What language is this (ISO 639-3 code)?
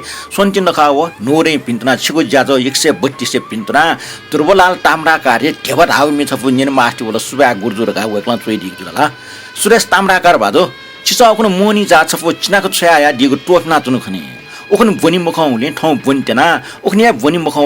new